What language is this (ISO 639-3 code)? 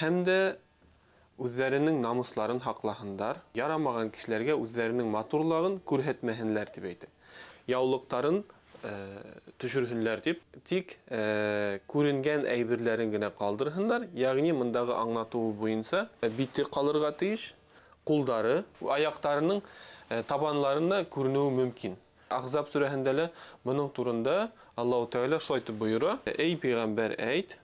bak